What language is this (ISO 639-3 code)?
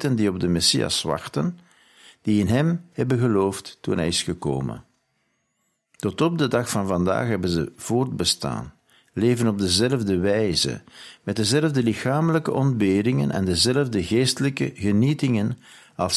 nld